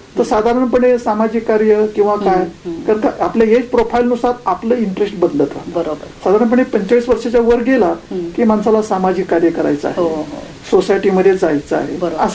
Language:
Marathi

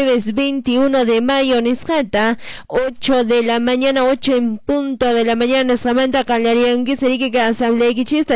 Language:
Quechua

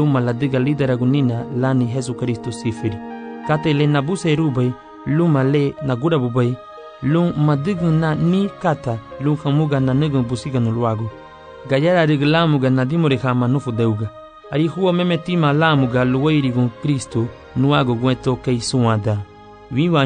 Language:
Garifuna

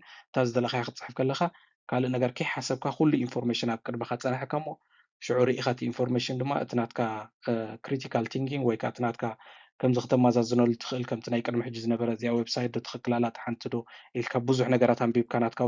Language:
Tigrinya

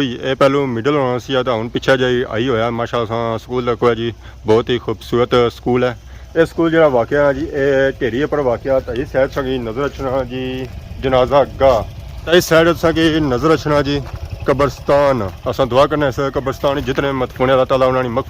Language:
Pahari-Potwari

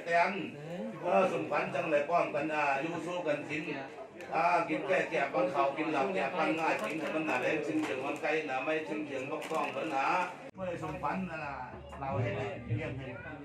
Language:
Lao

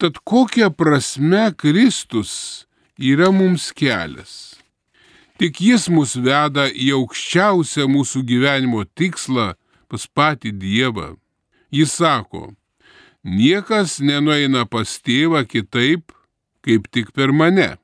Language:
Lithuanian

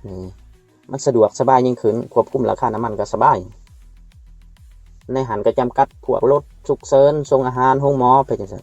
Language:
Lao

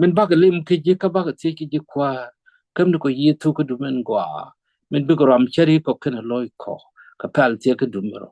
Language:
Nuer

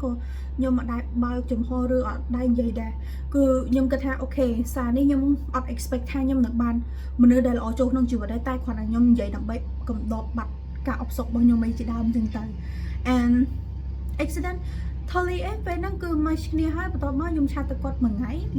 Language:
Khmer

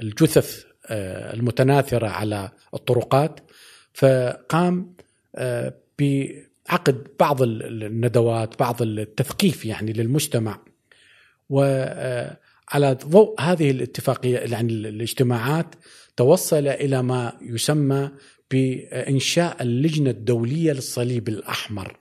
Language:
Gulf Arabic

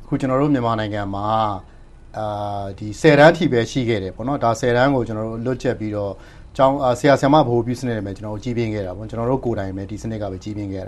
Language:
Burmese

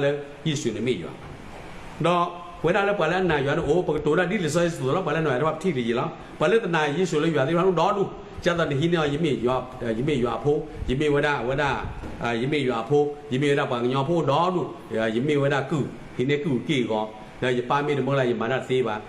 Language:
S'gaw Karen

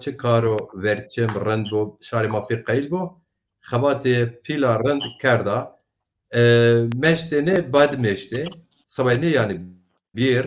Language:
Zaza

